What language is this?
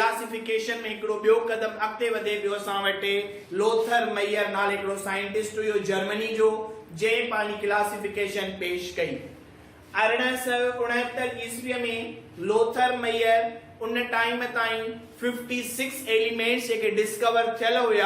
Sindhi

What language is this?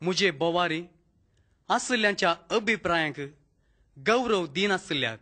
Konkani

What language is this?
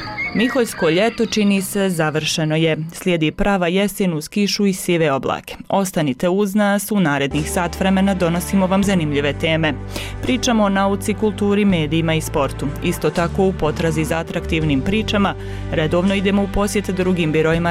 Bosnian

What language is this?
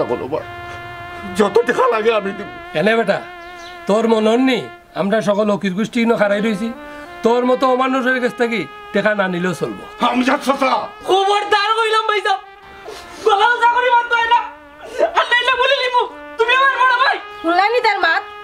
Sylheti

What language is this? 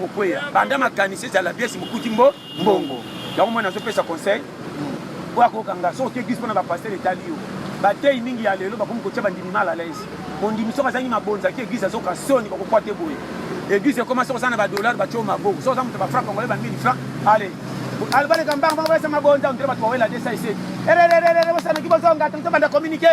Lingala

